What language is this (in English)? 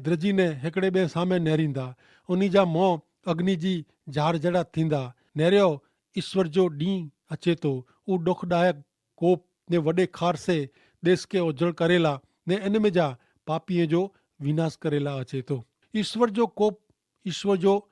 Kachhi